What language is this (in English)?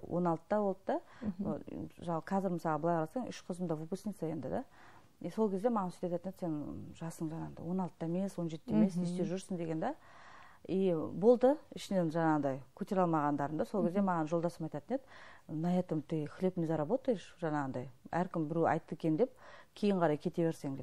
Kazakh